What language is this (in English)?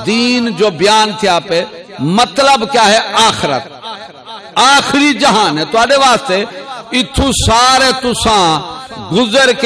Saraiki